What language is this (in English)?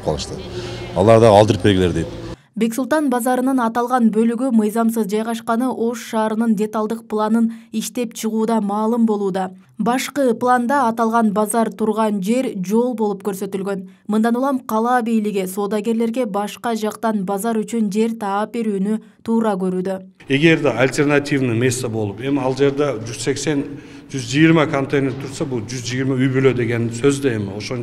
Kyrgyz